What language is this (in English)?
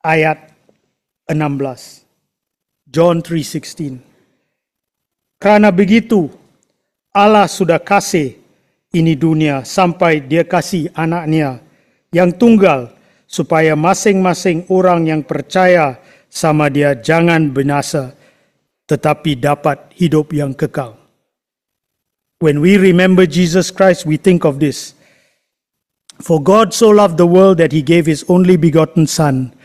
Malay